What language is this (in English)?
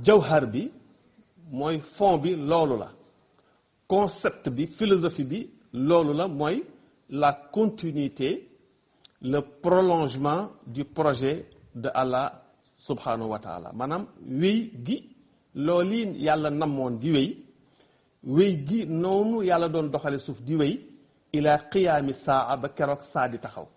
Wolof